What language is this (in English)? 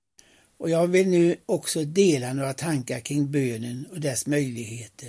Swedish